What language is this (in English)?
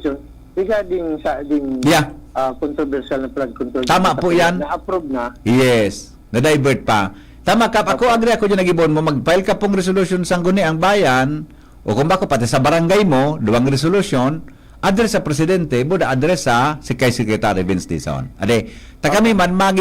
Bikol